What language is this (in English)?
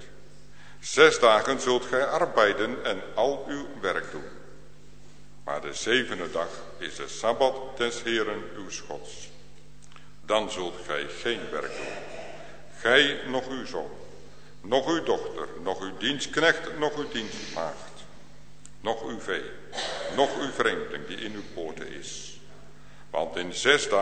Dutch